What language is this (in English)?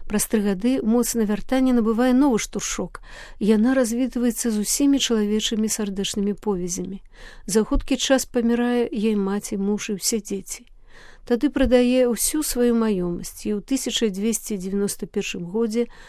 Belarusian